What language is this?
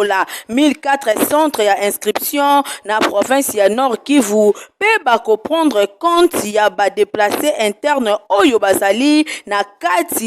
Lingala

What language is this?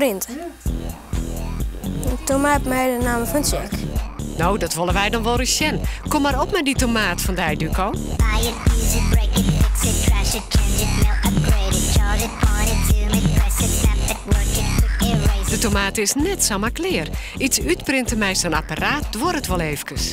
Western Frisian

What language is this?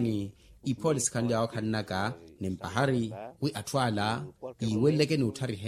Makhuwa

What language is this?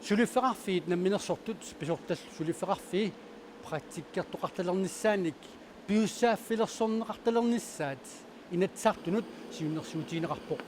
Kalaallisut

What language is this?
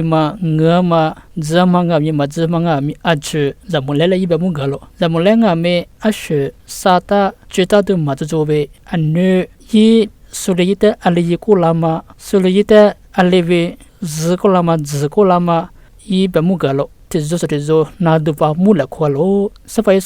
Lisu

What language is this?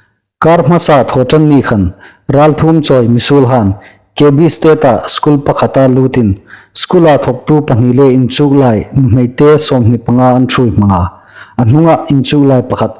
Hmar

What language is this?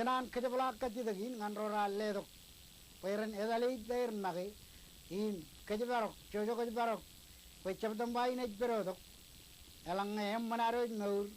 Marshallese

